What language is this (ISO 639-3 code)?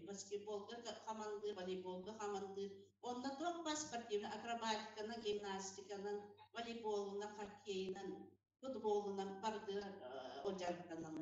sah